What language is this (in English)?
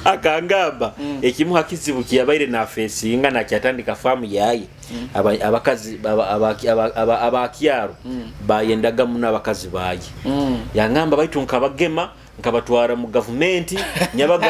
Nyoro